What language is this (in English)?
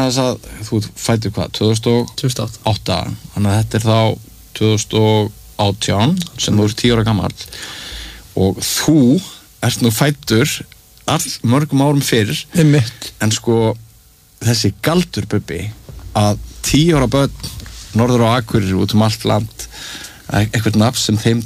Icelandic